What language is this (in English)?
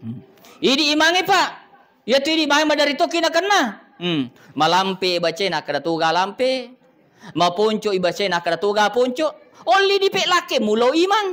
Buginese